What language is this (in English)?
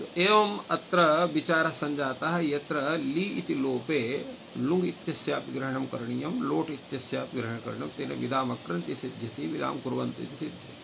Sanskrit